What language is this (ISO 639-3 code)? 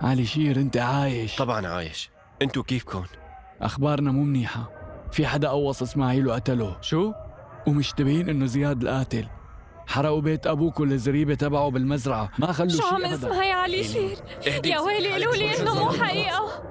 apc